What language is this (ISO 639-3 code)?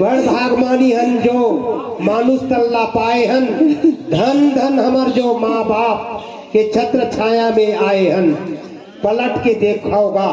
hne